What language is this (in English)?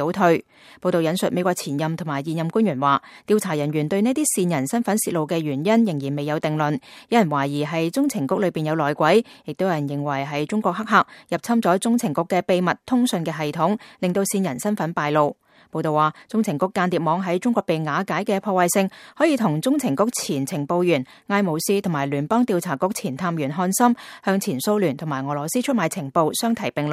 Cantonese